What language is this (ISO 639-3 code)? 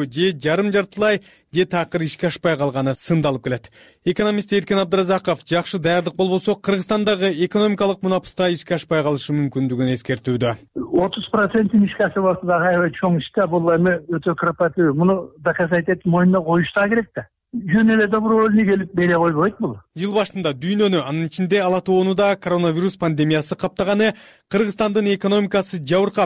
kir